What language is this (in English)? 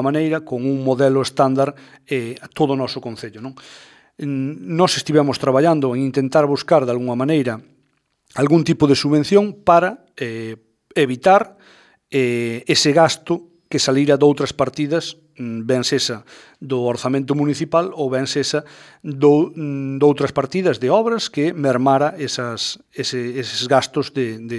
Galician